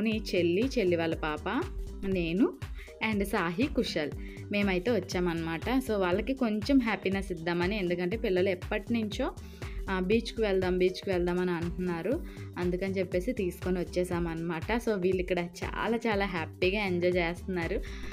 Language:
Telugu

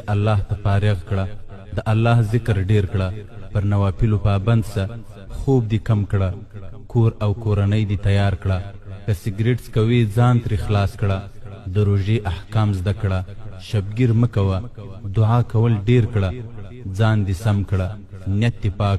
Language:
Pashto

